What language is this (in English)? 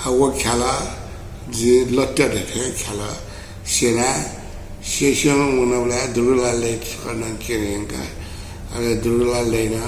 Newari